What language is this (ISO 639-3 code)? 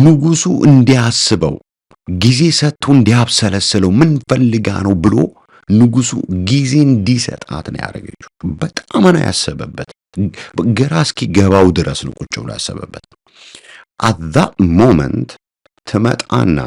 amh